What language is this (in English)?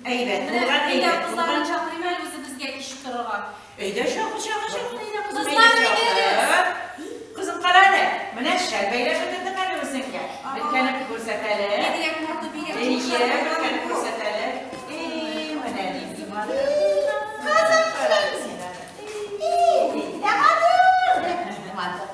Tatar